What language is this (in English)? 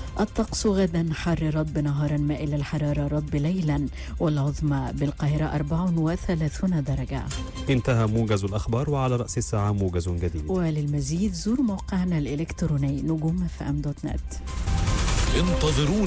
Egyptian Arabic